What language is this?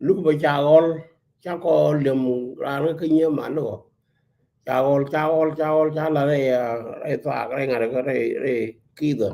Nuer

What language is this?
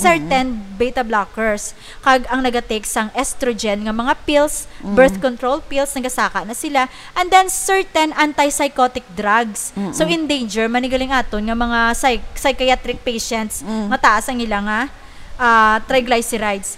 Hiligaynon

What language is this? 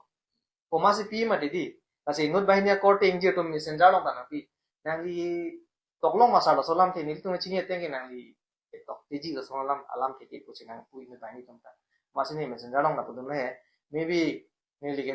Karbi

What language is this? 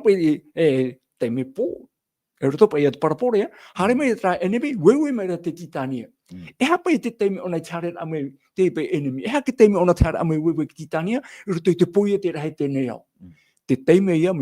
Tahitian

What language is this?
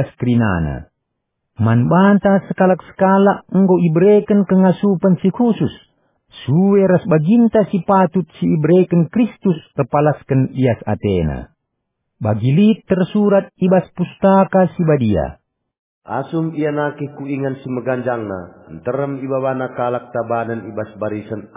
Batak Karo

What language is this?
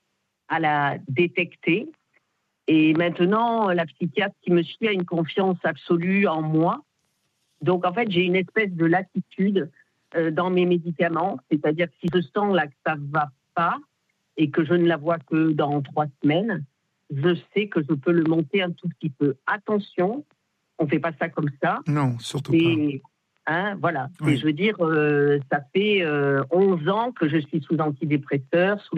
French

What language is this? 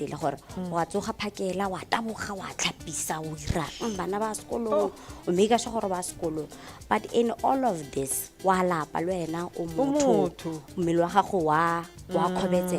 Tswana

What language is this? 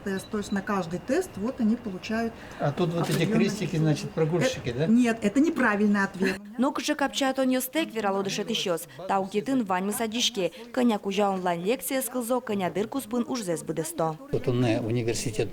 Udmurt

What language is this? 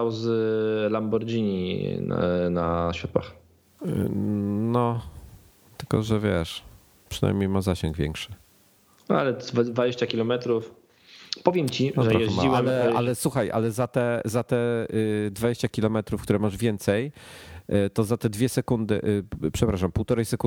Polish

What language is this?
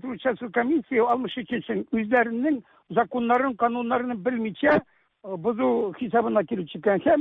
Tatar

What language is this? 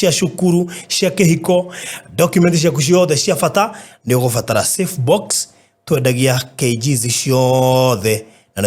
Kikuyu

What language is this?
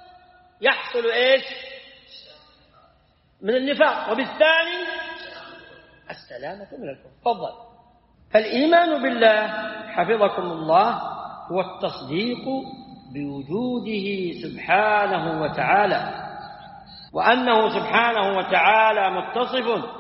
Arabic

